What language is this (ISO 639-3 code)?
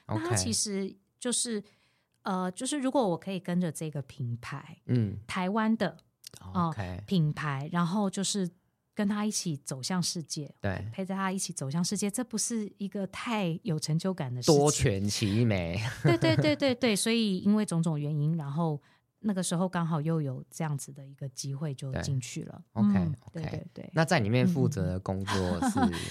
zho